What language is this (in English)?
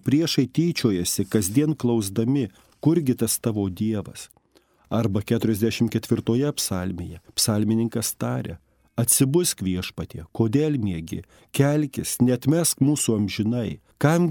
Lithuanian